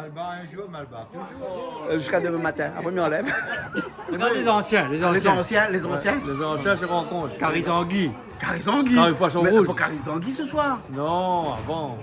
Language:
Réunion Creole French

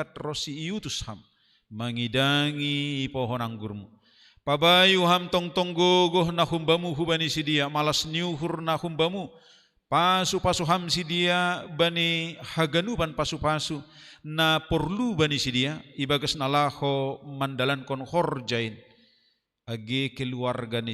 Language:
Batak Simalungun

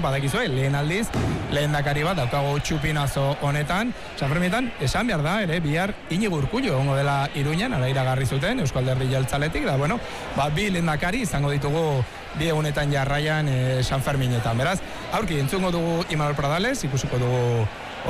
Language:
Basque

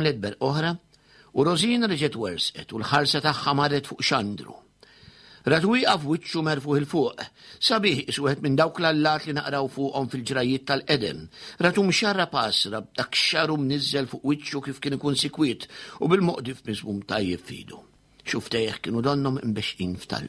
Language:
Maltese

